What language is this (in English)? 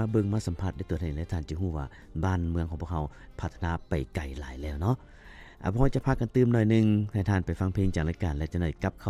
Lao